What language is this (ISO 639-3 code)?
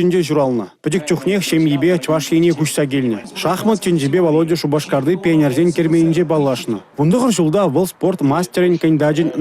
chv